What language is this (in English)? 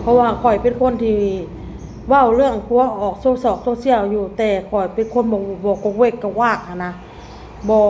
Lao